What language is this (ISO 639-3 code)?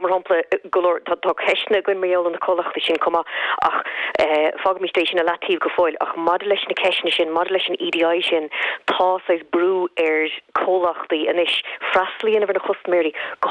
gle